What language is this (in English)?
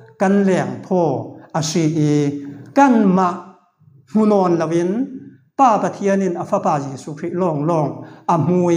Falam Chin